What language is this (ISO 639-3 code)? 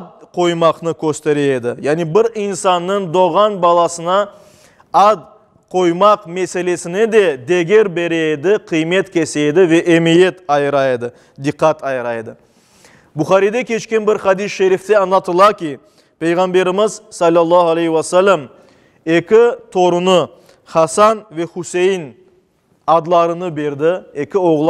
crh